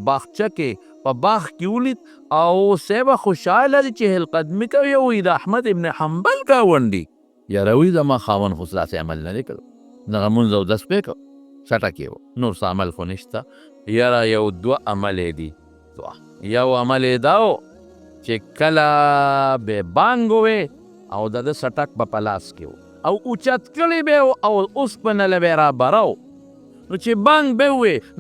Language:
Pashto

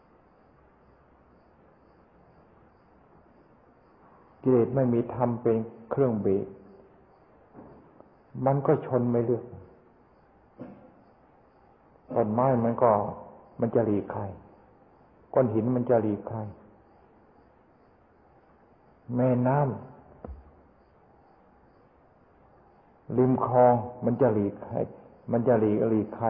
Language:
Thai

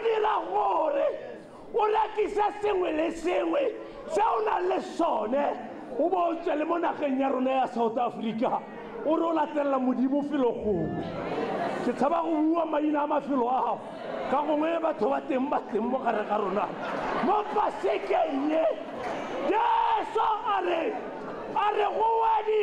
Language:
Tswana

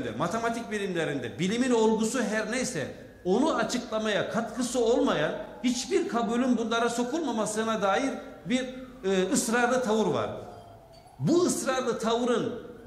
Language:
Turkish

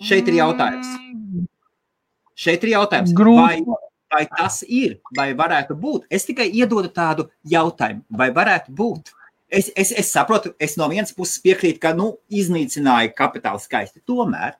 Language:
Latvian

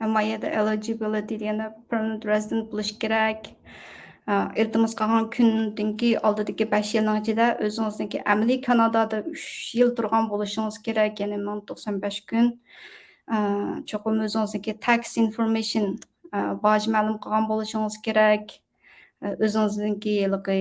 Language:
Uyghur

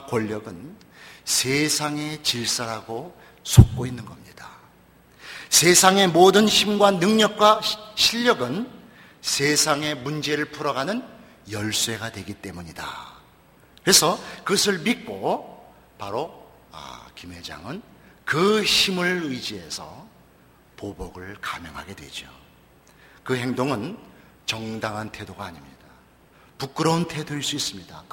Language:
Korean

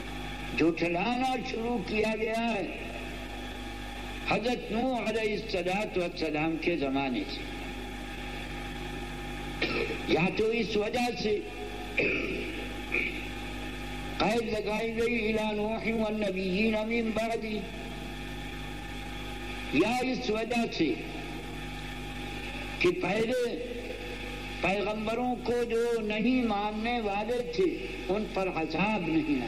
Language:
Urdu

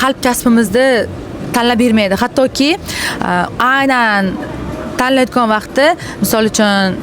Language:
Uzbek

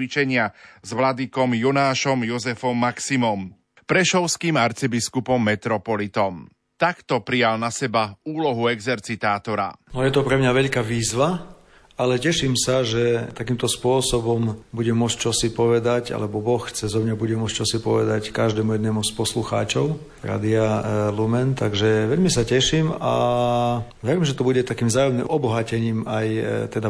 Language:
Slovak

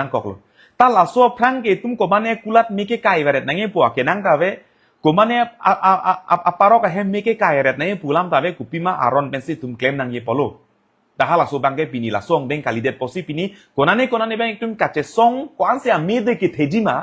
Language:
Karbi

